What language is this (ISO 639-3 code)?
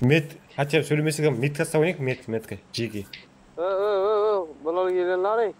kaa